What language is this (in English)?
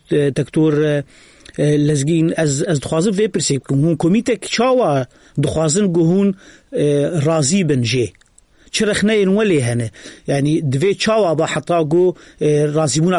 Kurdish